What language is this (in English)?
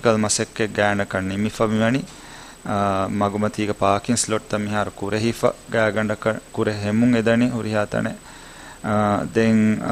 Divehi